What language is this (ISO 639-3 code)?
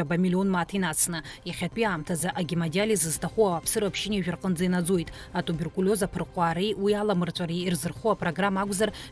abk